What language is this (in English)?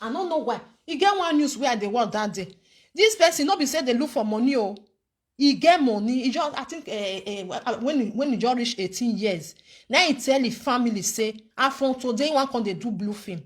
Nigerian Pidgin